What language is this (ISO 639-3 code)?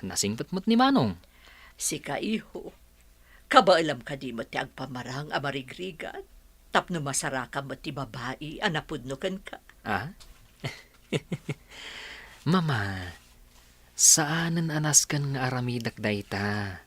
ilo